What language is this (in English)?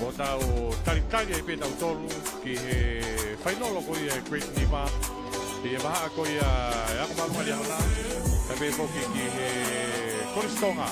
Tongan